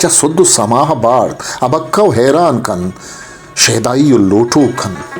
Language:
Baluchi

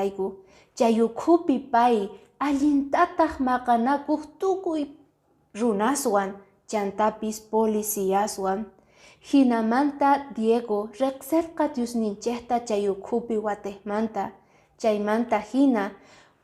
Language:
Quechua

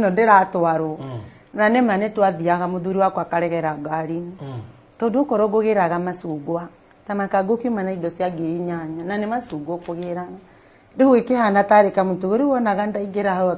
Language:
Kikuyu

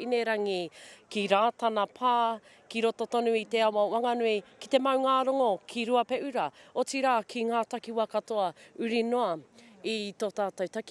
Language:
Māori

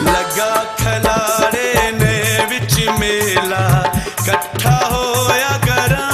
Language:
Pahari-Potwari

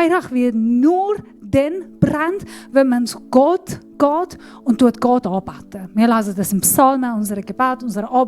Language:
Swiss German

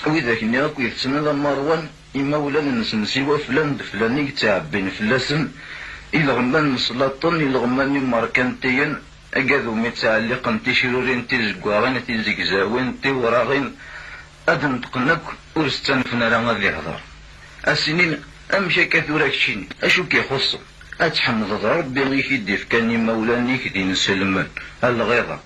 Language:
Kabyle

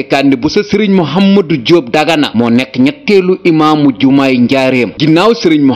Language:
Wolof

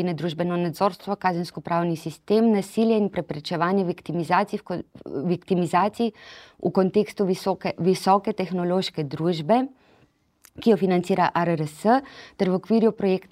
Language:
Slovenian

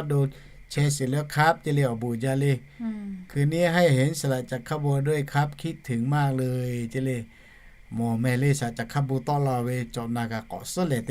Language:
Lahu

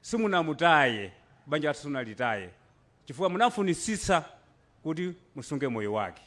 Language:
Nyanja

